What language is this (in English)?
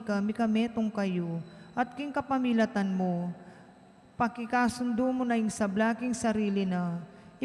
Pampanga